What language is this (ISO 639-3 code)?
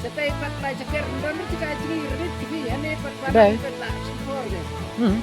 kha